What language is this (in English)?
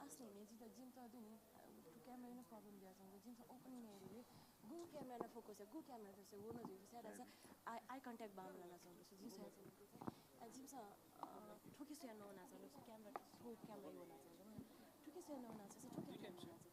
Newari